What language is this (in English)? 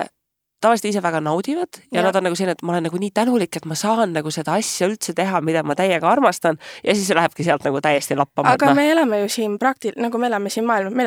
Estonian